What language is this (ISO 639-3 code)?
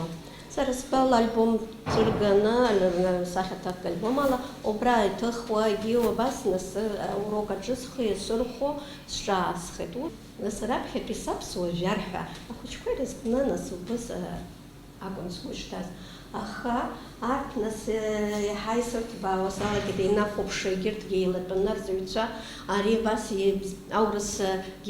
abk